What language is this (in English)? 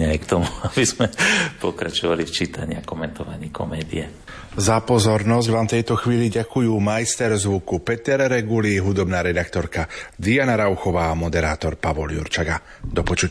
Slovak